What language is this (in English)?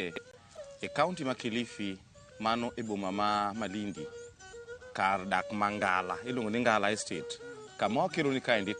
Luo (Kenya and Tanzania)